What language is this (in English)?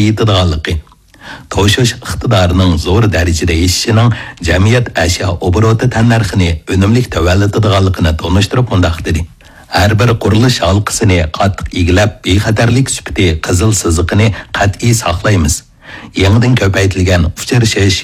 Uyghur